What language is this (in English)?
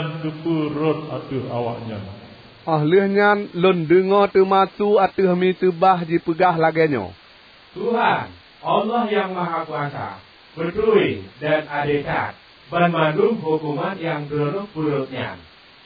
Achinese